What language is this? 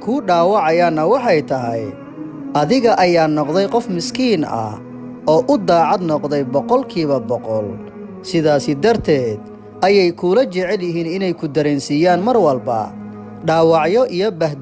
Somali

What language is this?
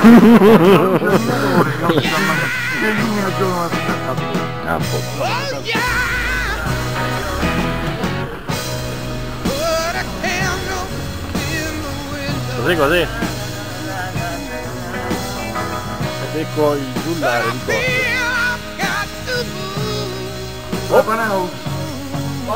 Italian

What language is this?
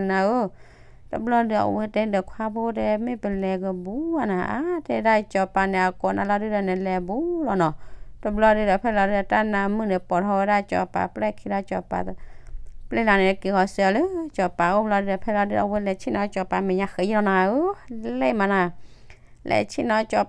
S'gaw Karen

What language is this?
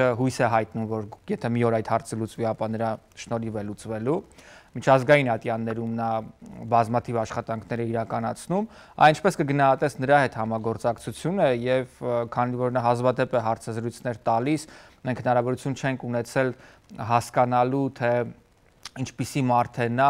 Armenian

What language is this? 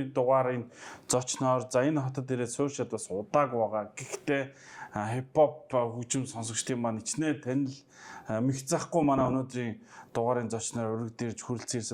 Mongolian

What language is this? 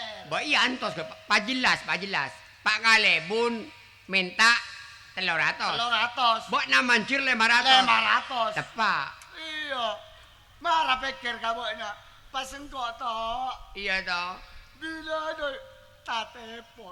Madurese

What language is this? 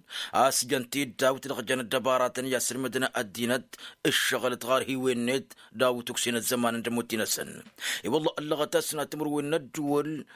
Tamasheq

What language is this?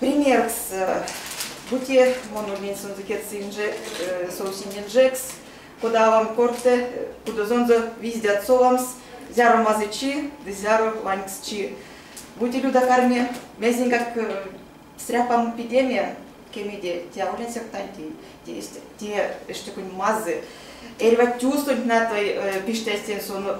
Erzya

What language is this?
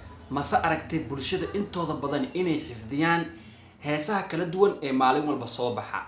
Somali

